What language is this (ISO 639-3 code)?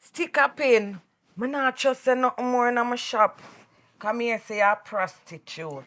jam